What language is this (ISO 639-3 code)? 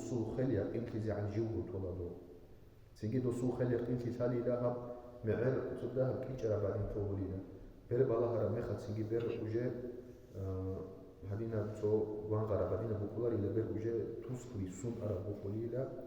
ava